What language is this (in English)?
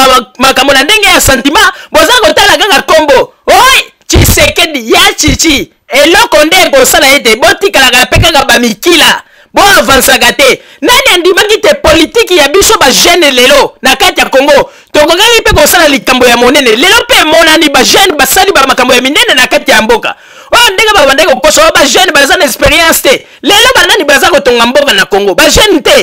Lingala